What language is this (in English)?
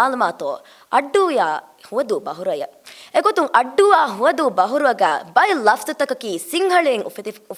Divehi